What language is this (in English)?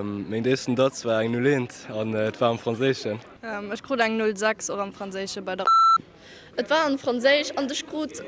Luxembourgish